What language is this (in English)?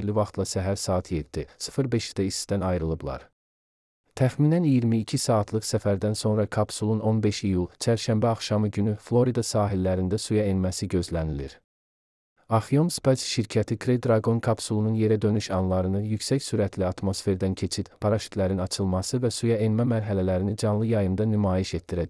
Azerbaijani